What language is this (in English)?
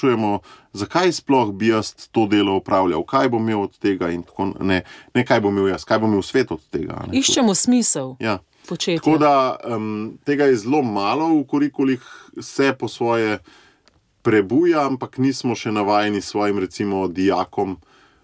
Slovenian